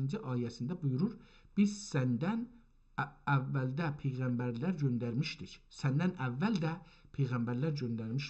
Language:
South Azerbaijani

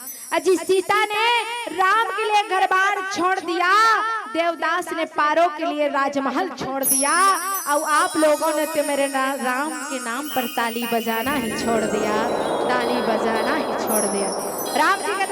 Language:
Chhattisgarhi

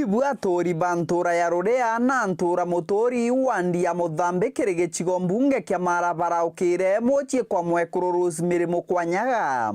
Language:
Meru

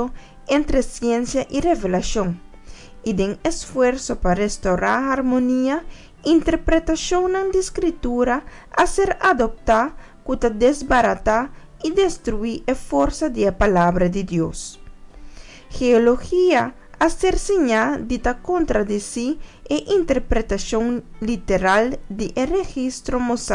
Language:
Papiamento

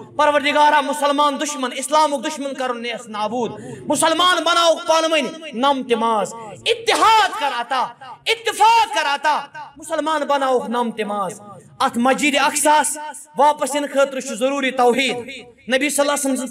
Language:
Kashmiri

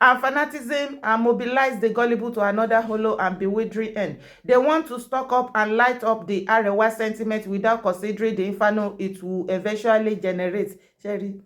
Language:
Yoruba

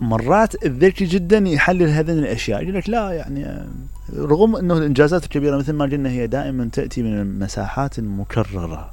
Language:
Mesopotamian Arabic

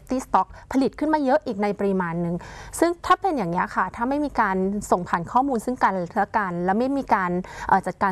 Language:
Thai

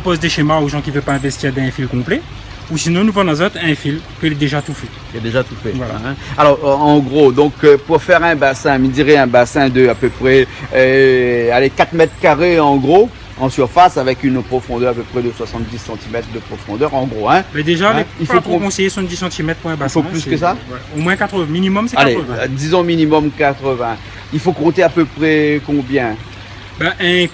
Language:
Réunion Creole French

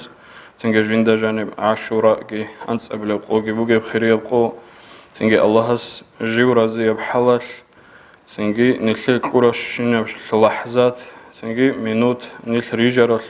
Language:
Avaric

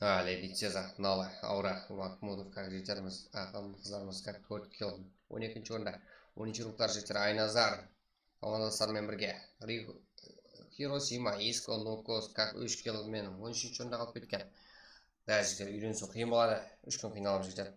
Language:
Kara-Kalpak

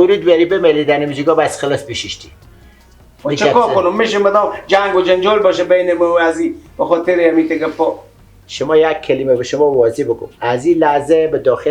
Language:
Persian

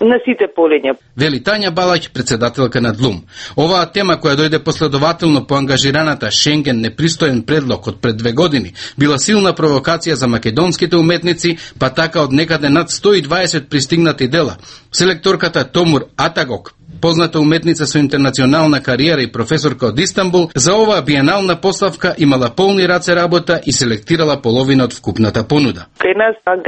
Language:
Macedonian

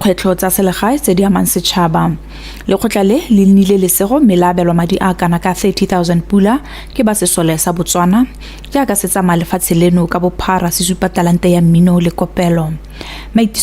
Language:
Tswana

